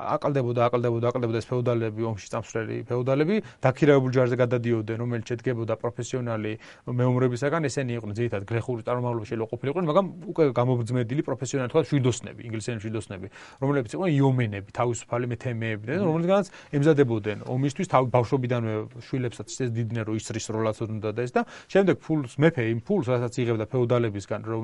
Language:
Georgian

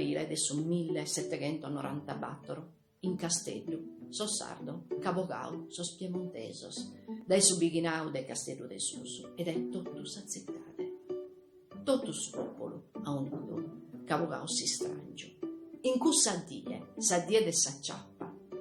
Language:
Sardinian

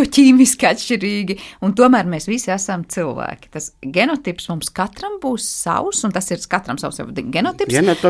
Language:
Latvian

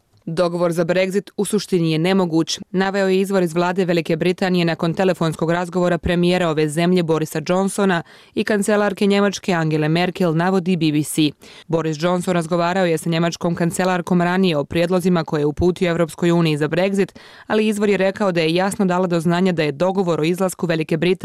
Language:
Bosnian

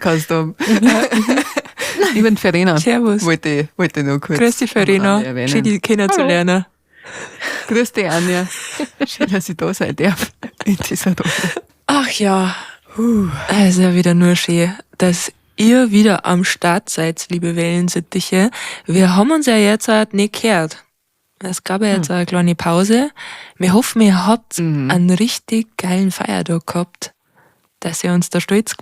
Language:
Bavarian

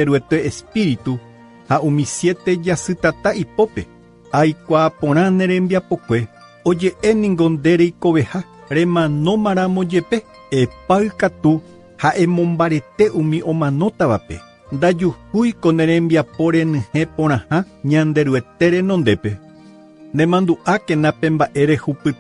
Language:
Guarani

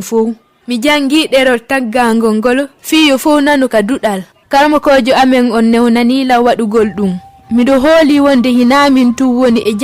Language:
Fula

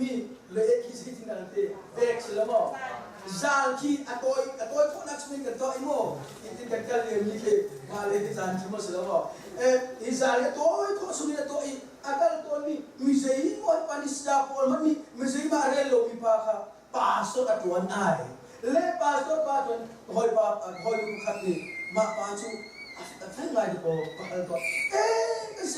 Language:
Hakha Chin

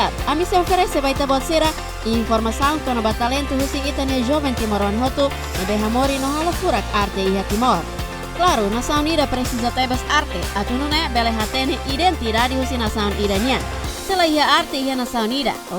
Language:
Tetum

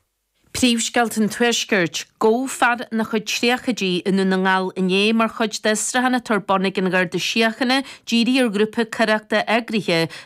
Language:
Irish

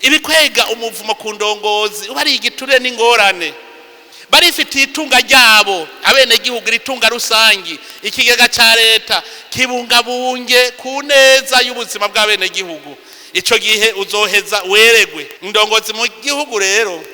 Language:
Rundi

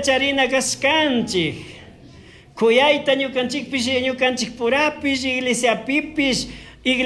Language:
Chimborazo Highland Quichua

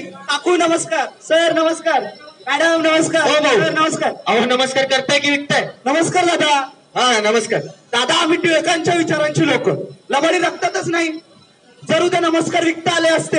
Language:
Marathi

